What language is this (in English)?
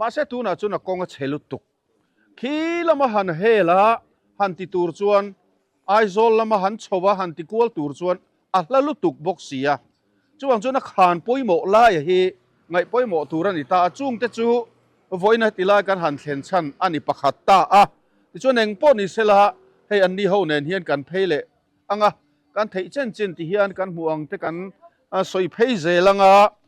Mizo